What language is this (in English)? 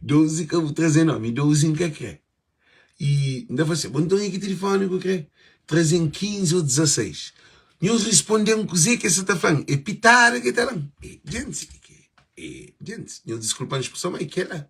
Kabuverdianu